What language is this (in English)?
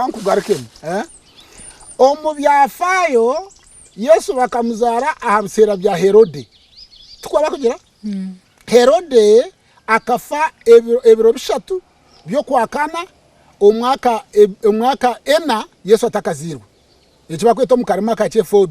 Nyankole